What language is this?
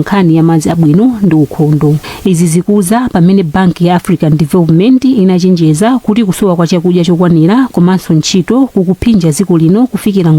Nyanja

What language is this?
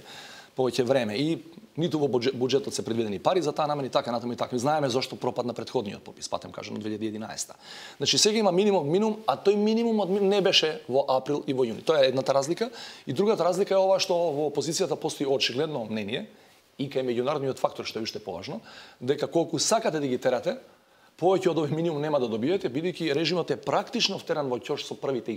Macedonian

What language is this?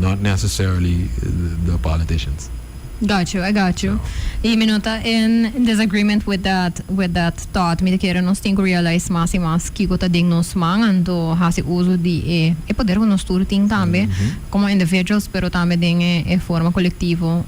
Papiamento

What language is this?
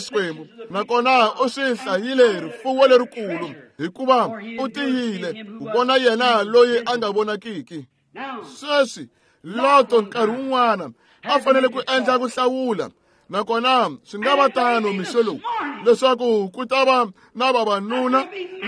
Tsonga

